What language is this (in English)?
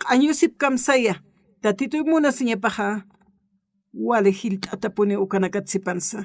Aymara